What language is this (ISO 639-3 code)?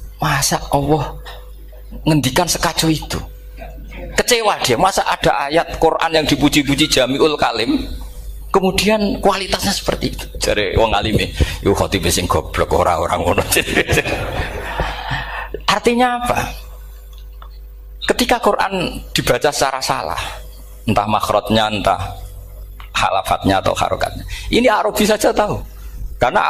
ind